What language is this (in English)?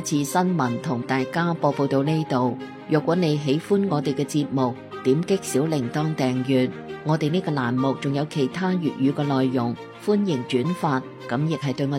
Cantonese